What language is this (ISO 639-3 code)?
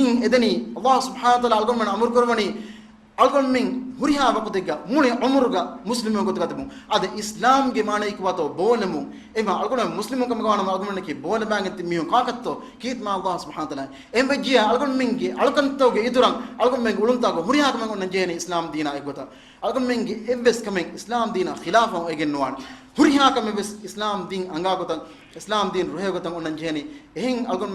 div